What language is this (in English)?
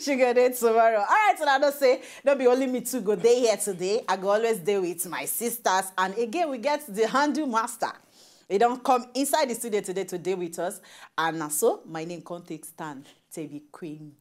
Nigerian Pidgin